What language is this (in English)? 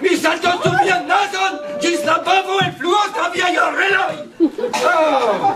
Esperanto